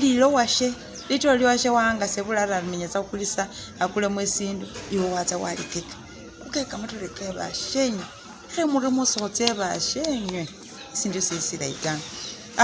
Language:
Masaaba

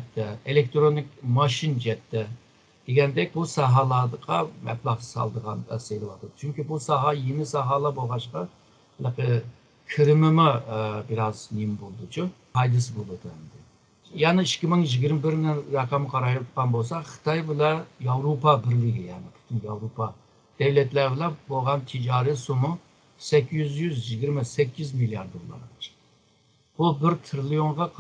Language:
Uyghur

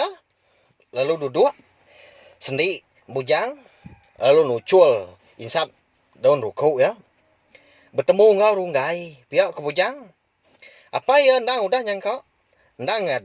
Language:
Iban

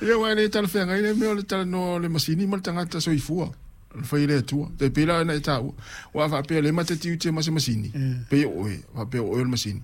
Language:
Samoan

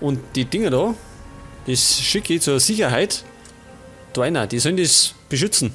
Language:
Bavarian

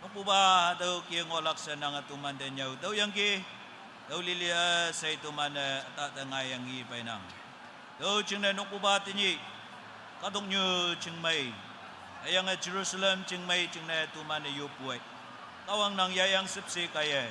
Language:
Konyak Naga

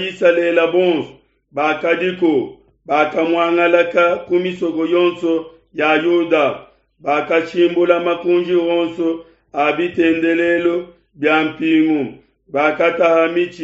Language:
Luba-Lulua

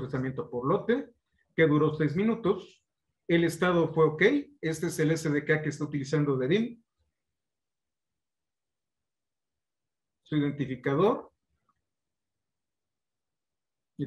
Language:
Spanish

